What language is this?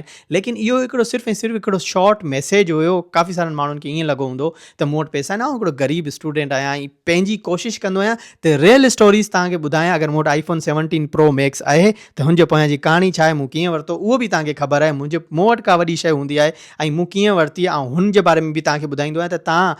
Sindhi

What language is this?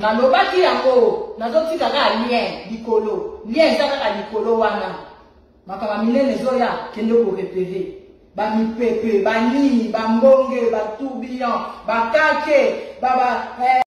Lingala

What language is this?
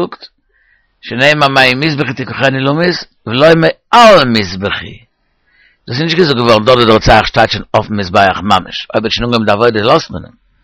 Yiddish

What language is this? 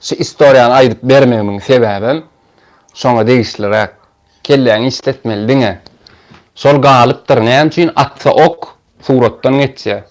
Turkmen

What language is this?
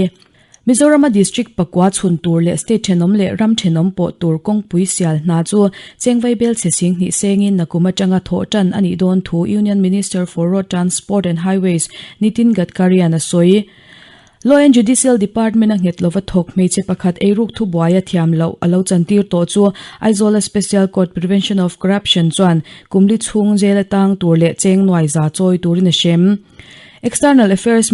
Mizo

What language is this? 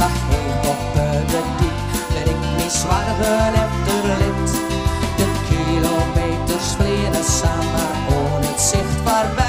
Western Frisian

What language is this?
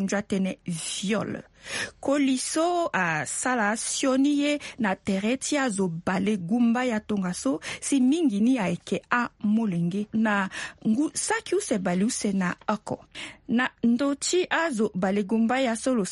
Sango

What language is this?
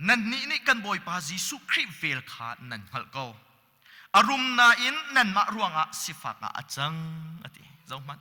Hakha Chin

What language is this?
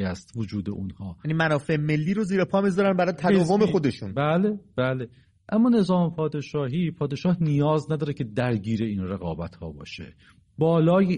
Persian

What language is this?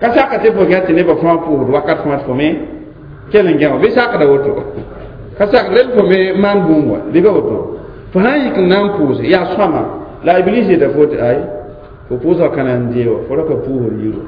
Mossi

